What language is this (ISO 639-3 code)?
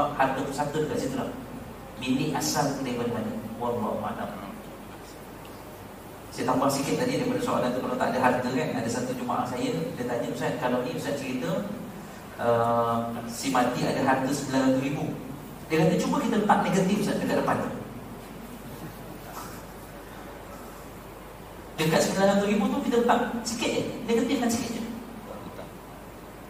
msa